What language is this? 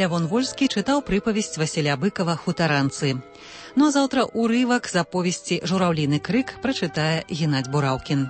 Belarusian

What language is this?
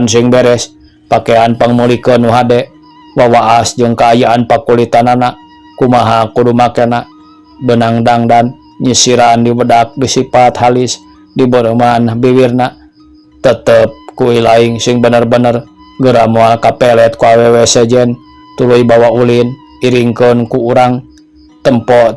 Sundanese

